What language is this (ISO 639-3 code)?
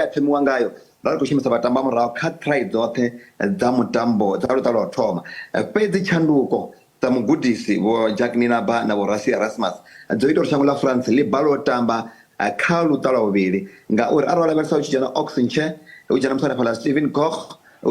ven